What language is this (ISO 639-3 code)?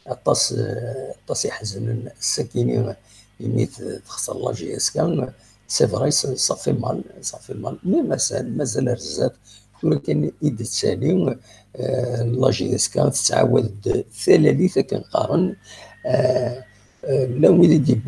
kab